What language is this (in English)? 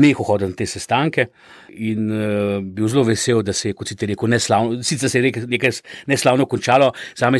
Slovenian